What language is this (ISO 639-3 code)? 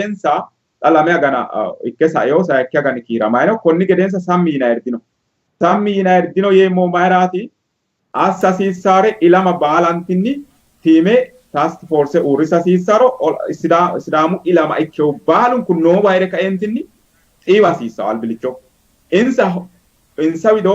sid